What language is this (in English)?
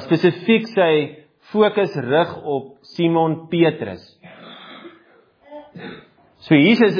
Afrikaans